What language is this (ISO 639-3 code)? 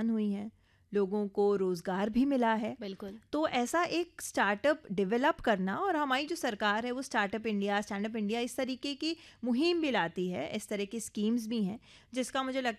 hin